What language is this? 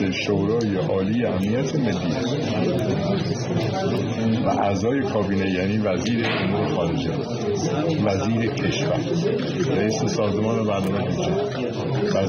Persian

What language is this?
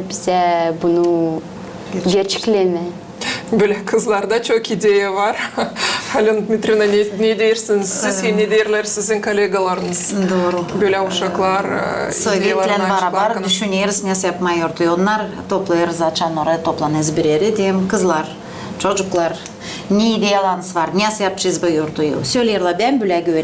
Gagauz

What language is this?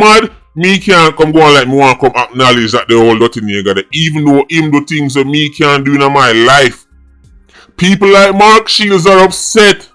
Jamaican Creole English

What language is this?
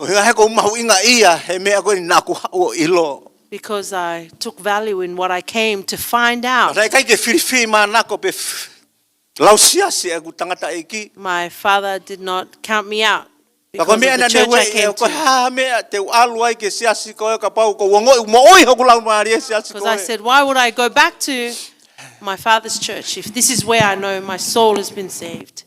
Tongan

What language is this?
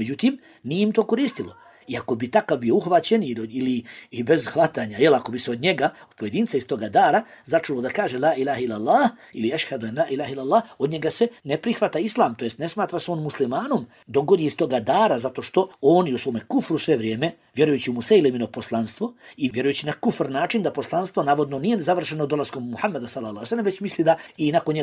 Bosnian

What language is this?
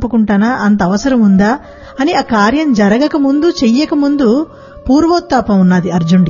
Telugu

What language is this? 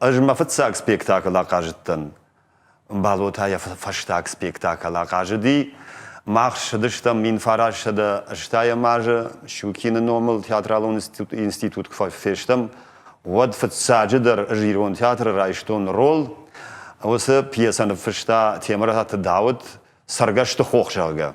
Ossetic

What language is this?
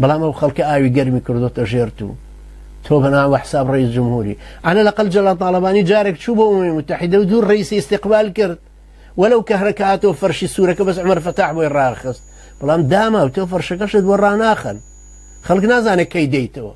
Central Kurdish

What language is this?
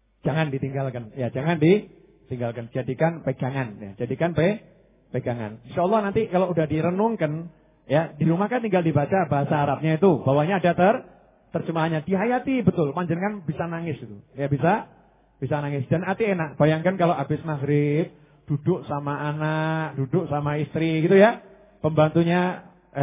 Indonesian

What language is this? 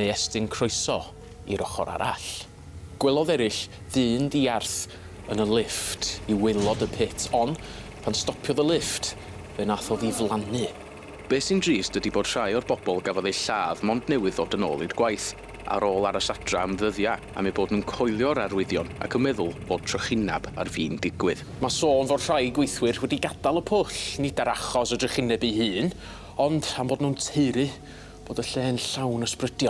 Welsh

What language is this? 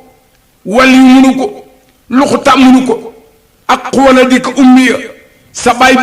Wolof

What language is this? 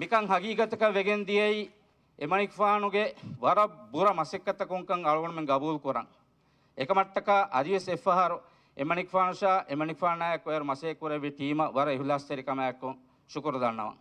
Divehi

